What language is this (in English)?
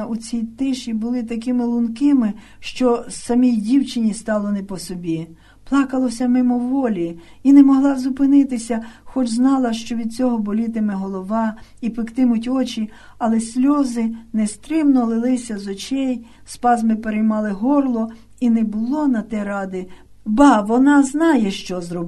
Ukrainian